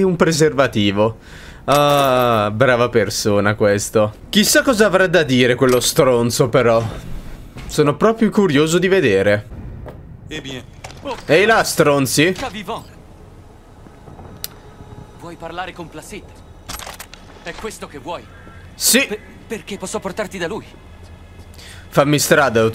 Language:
Italian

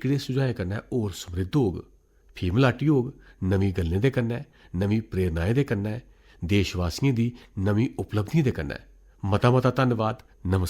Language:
Dogri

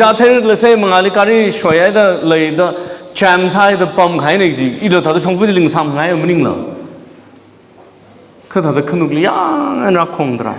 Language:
Tangkhul Naga (India)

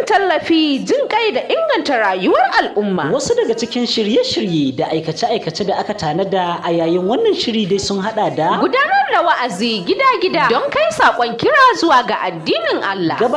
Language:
Hausa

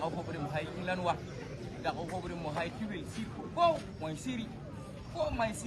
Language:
Tupuri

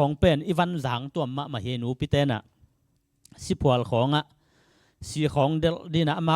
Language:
Tedim Chin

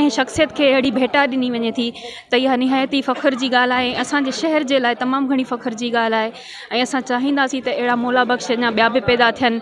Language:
Sindhi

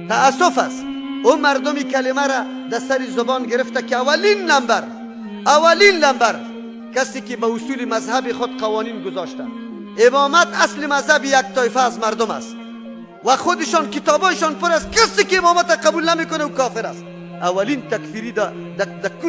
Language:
Persian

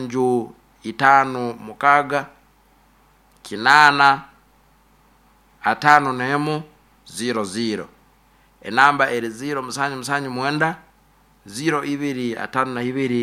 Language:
Nyoro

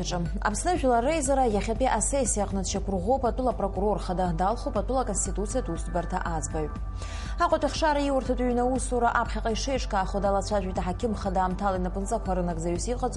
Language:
Abkhazian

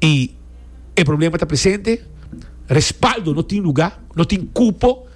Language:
Papiamento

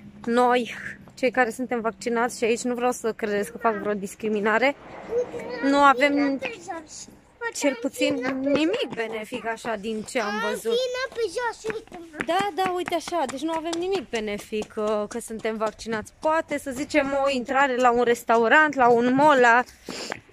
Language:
Romanian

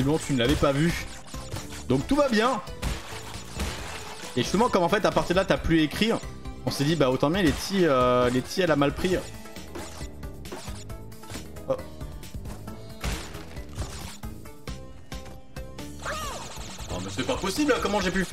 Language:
French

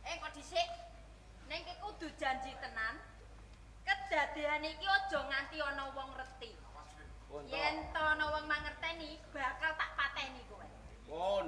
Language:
Javanese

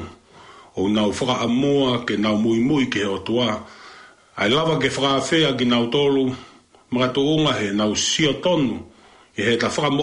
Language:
Tongan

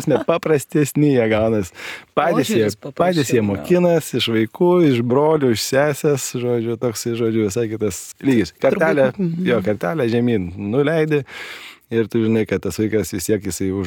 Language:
Lithuanian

